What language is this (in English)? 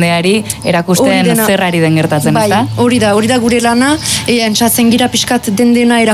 Basque